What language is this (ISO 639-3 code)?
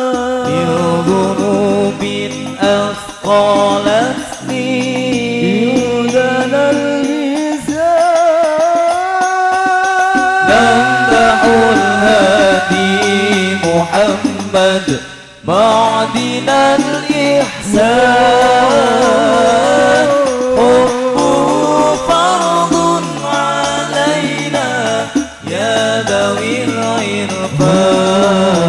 ara